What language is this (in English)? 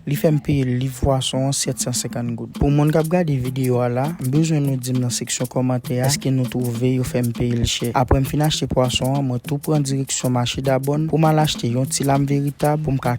Haitian Creole